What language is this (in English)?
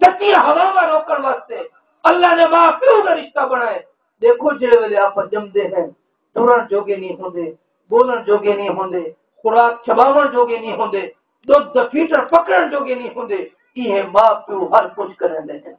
Saraiki